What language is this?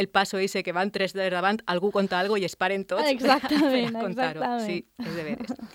Catalan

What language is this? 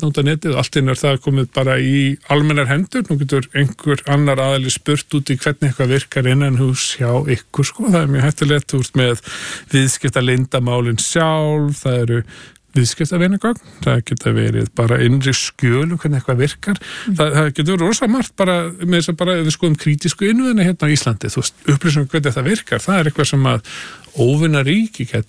Icelandic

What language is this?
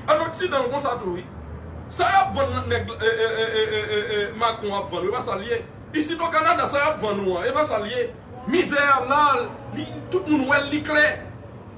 Haitian Creole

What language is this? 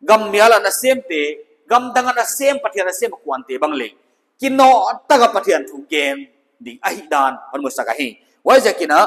Paite Chin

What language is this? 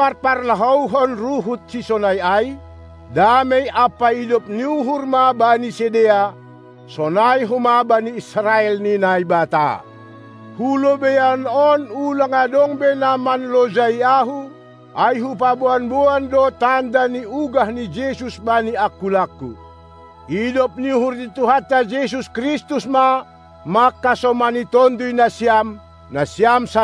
Batak Simalungun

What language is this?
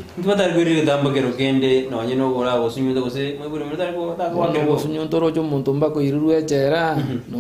Gusii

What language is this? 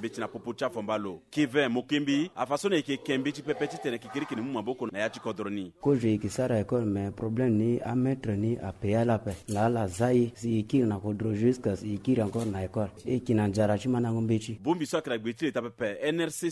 Sango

